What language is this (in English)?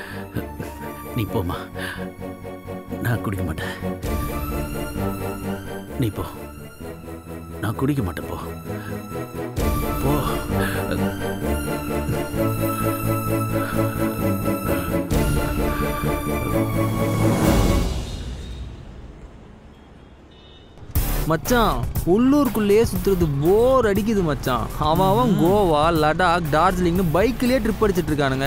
Tamil